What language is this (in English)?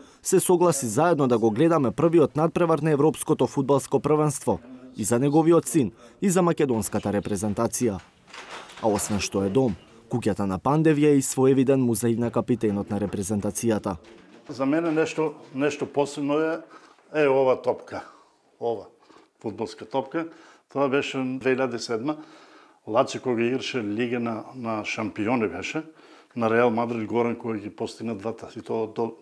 Macedonian